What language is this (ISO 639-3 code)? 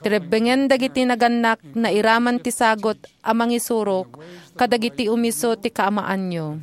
ilo